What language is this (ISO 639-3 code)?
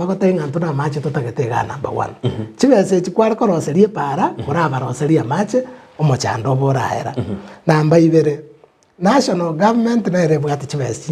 guz